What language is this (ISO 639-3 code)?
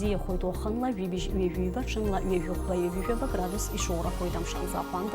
abk